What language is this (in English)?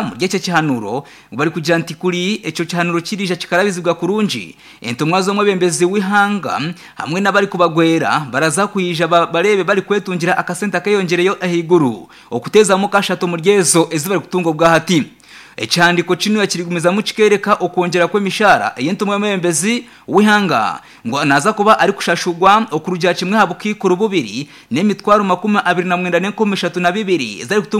Nyankole